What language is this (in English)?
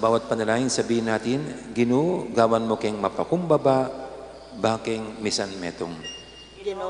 Pampanga